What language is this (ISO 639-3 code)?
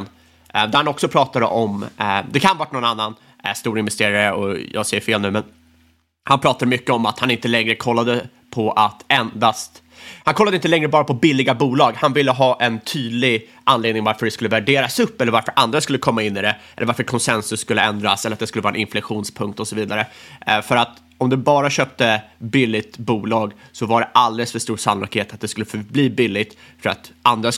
swe